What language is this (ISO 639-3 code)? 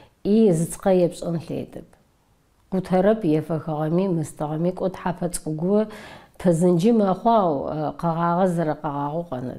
ady